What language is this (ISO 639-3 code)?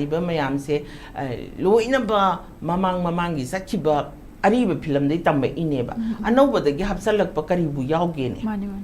mni